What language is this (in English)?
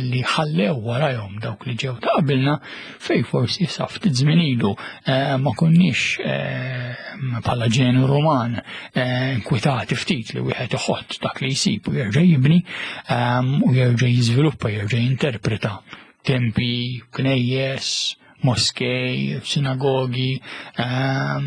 Maltese